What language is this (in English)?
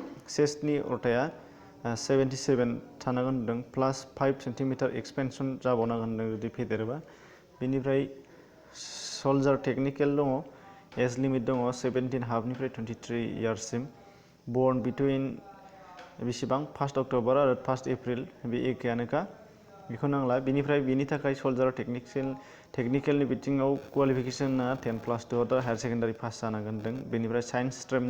Bodo